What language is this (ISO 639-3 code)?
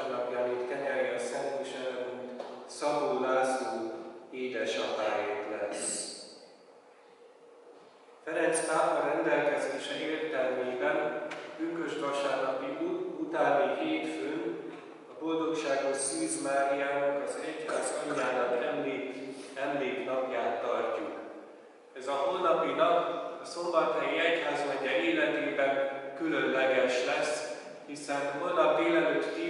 hun